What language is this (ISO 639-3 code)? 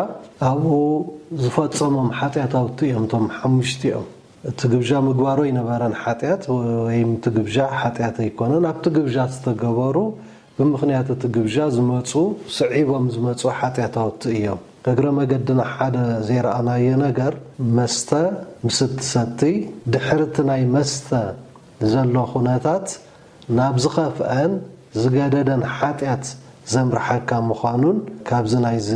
tir